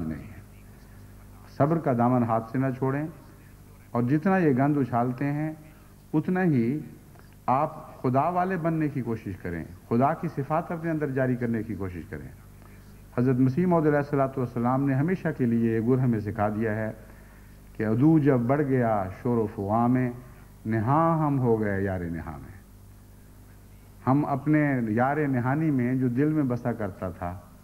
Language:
Urdu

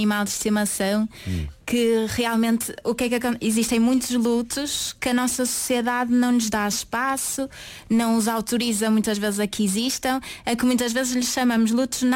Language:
Portuguese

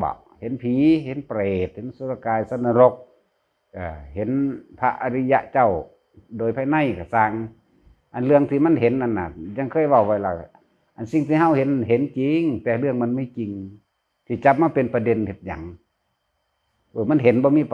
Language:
Northeastern Thai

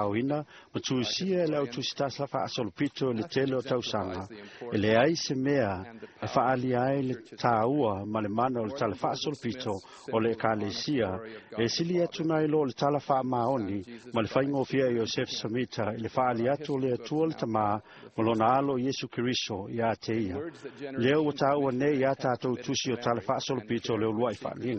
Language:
Samoan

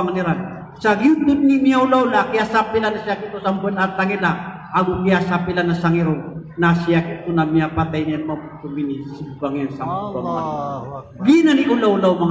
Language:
Maranao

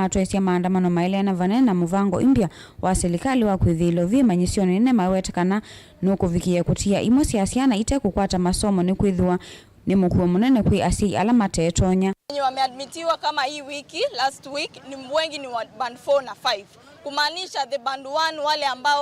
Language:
Kamba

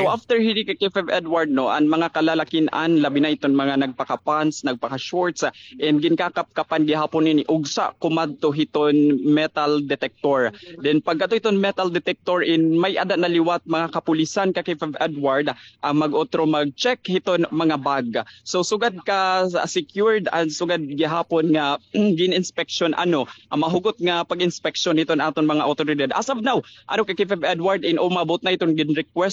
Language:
Waray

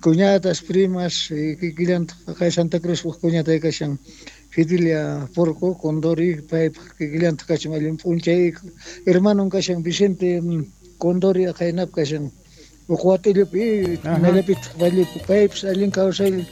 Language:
Quechua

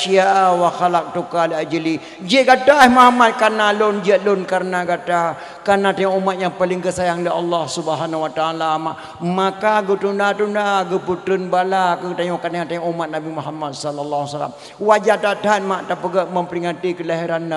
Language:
Achinese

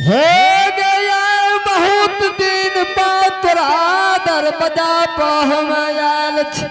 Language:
Angika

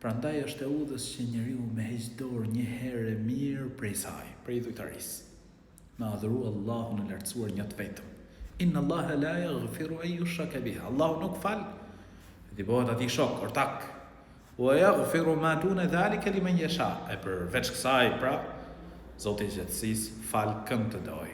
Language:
Albanian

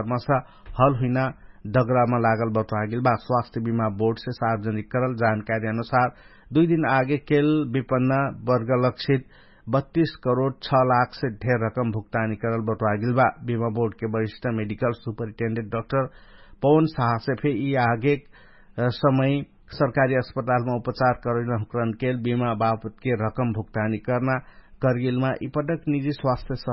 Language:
Dangaura Tharu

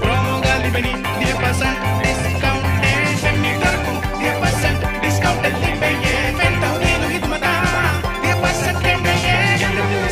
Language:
Divehi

